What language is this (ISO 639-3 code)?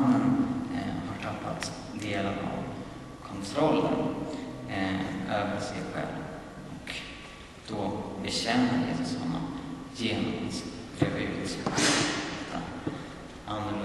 swe